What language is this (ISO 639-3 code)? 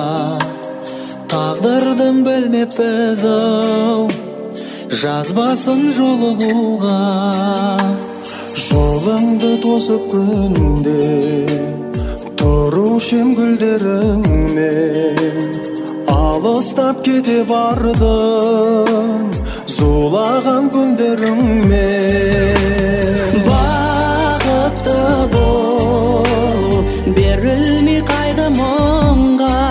kaz